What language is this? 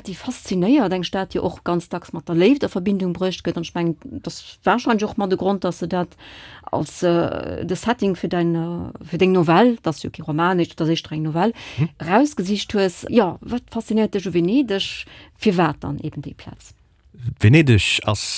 Luxembourgish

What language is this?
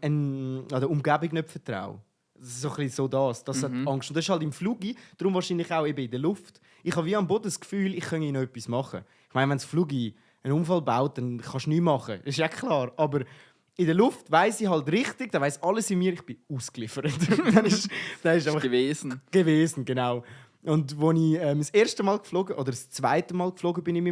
Swiss German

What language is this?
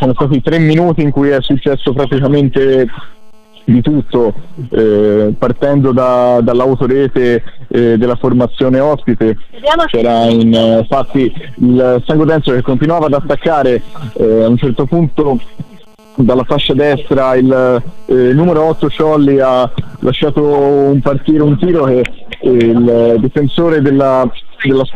Italian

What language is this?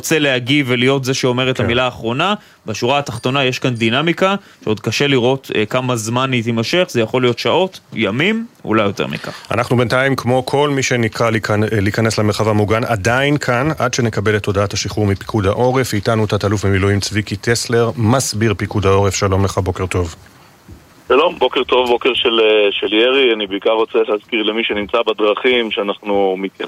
Hebrew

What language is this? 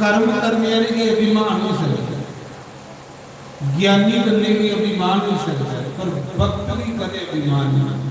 Dogri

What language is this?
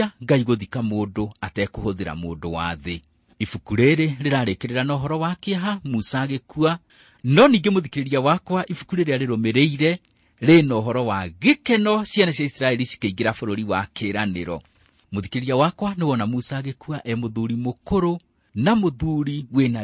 Kikuyu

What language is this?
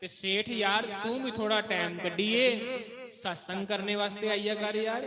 Dogri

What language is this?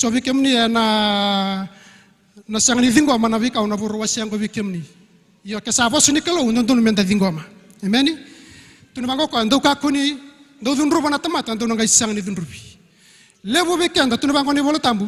Fijian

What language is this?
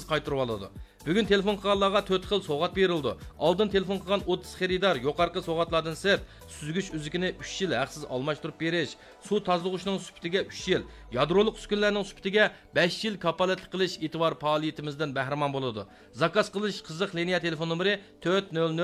Uyghur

